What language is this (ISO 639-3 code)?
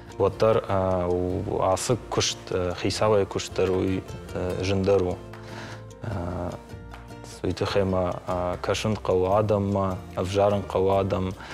oss